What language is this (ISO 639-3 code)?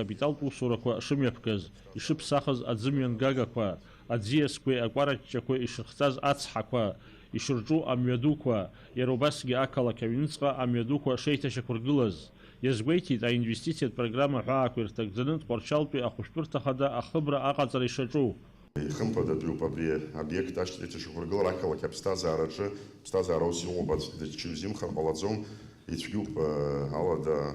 abk